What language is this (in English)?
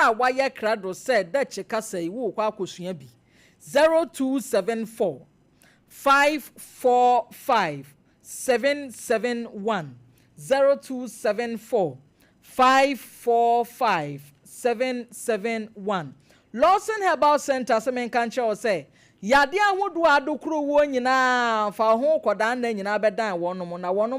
Akan